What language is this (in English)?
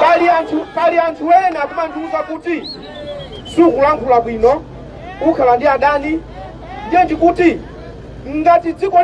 Nyanja